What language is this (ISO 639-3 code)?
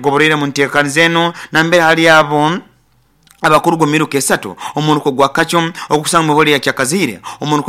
nyo